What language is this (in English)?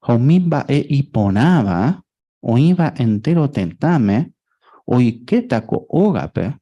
Guarani